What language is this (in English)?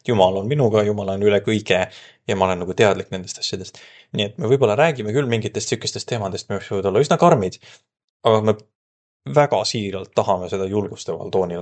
Estonian